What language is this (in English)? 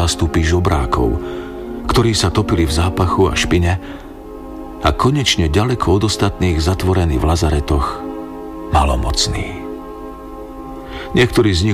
Slovak